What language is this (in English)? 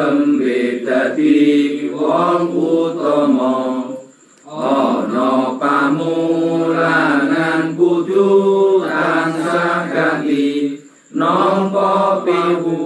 Javanese